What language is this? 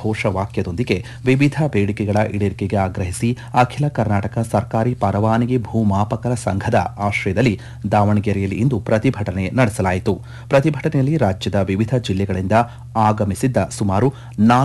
Kannada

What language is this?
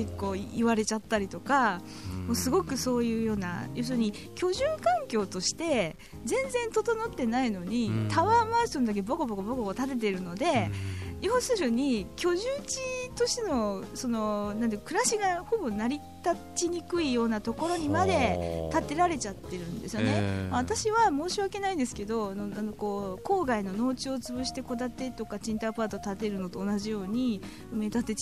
Japanese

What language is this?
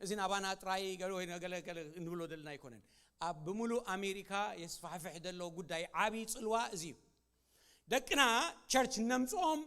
Tigrinya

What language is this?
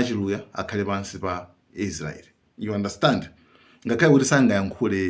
Nyanja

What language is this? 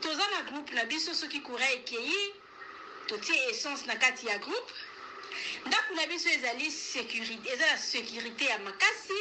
Lingala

